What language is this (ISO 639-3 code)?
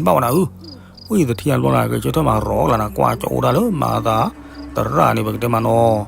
ksw